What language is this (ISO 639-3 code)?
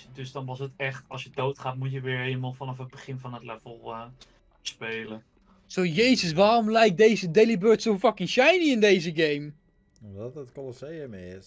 nld